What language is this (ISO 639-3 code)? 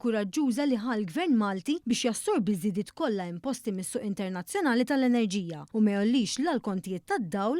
mlt